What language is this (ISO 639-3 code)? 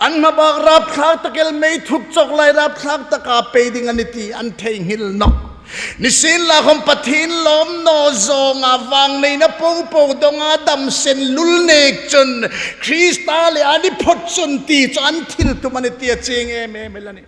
hmr